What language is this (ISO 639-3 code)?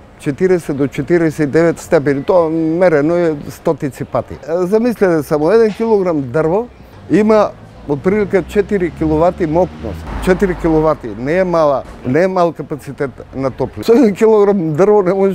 mkd